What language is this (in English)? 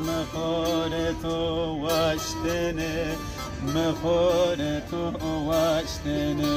Zaza